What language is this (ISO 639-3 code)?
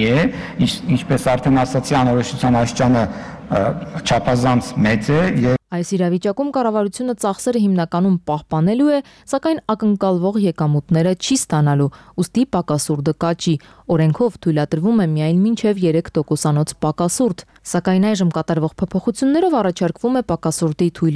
hye